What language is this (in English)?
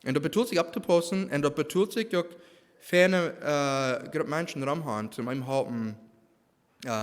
Plautdietsch